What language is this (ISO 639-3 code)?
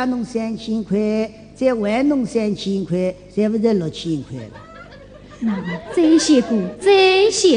wuu